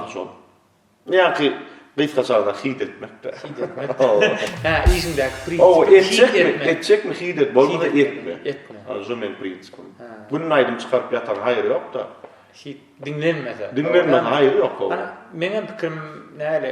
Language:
Turkmen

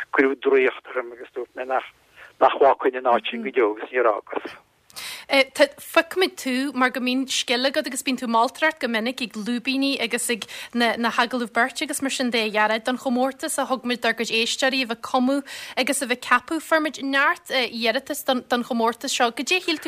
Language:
Irish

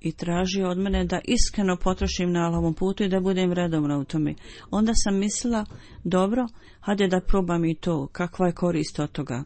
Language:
Bosnian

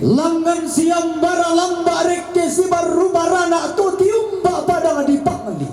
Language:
Toraja-Sa'dan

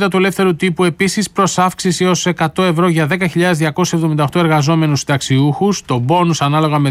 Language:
Greek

